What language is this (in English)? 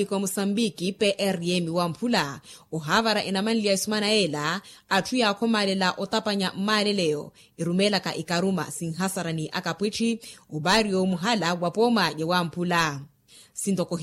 Makhuwa